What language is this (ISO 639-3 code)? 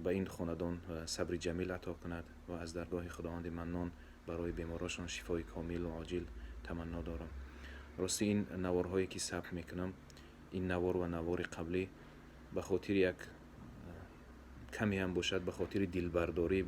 tgk